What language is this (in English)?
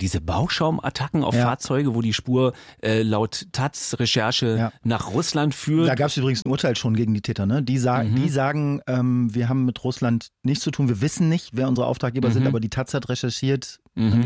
German